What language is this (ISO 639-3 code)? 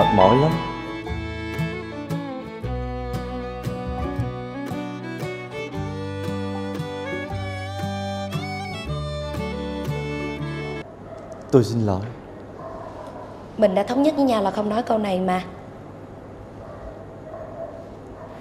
vie